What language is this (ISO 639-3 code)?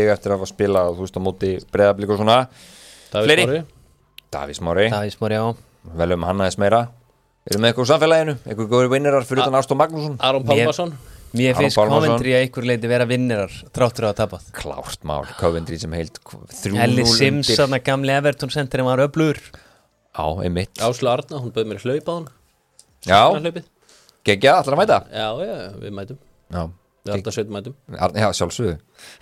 isl